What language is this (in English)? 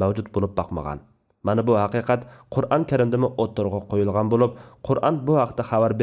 Uyghur